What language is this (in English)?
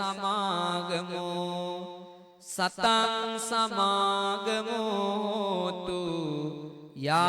Sinhala